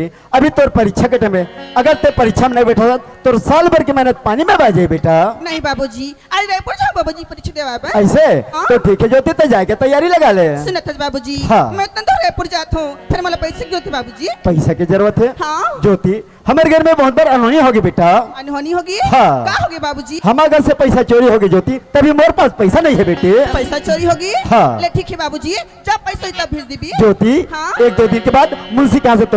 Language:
Chhattisgarhi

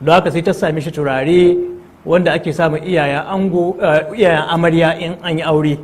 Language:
Hausa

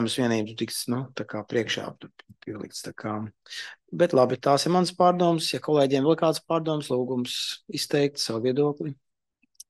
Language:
Latvian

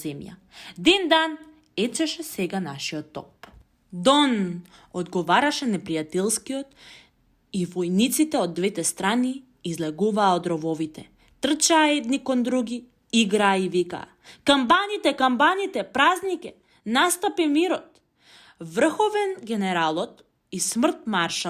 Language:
Macedonian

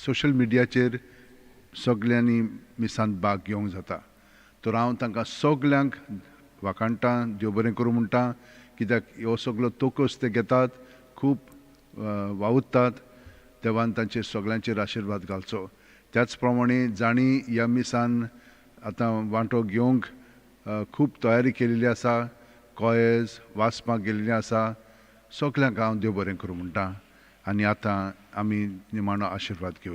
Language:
Konkani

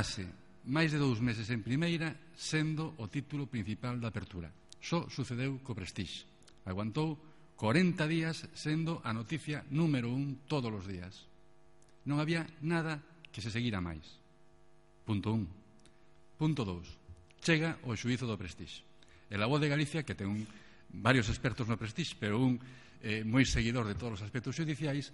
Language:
Galician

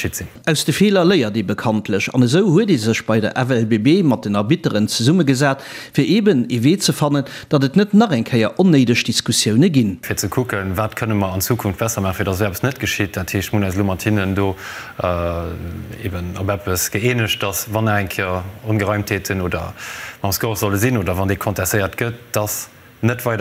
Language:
Luxembourgish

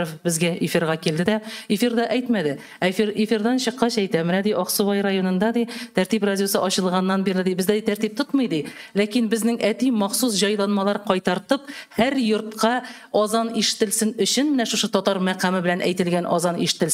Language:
Tatar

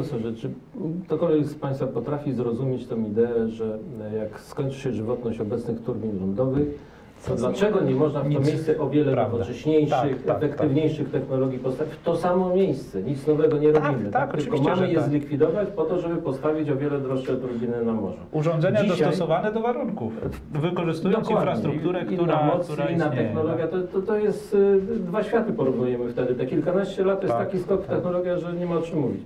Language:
Polish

